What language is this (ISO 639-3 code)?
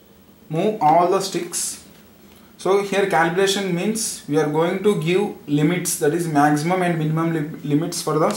eng